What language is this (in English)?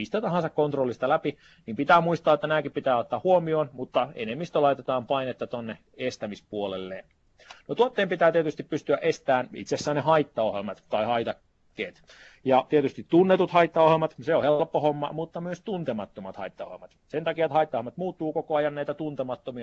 Finnish